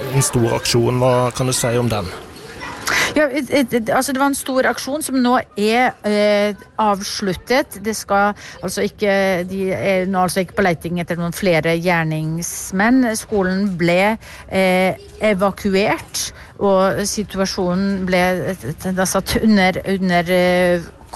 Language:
Norwegian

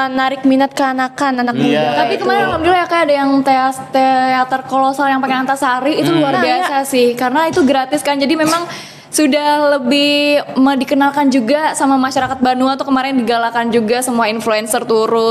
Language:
Banjar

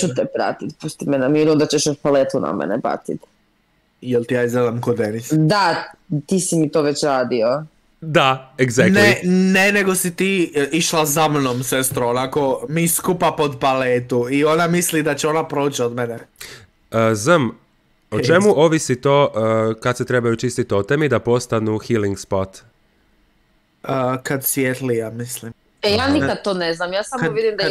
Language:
Croatian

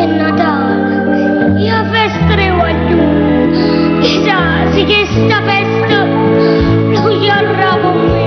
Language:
Neapolitan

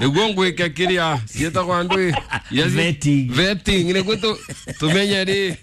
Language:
Kikuyu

